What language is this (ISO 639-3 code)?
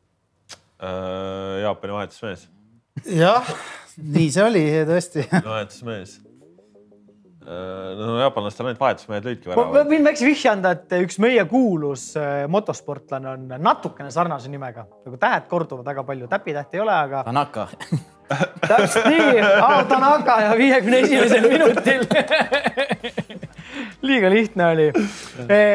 est